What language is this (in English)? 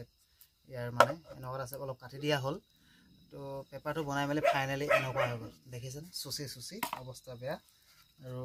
Assamese